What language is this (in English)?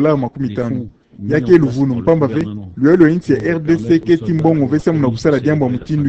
Kituba (Democratic Republic of Congo)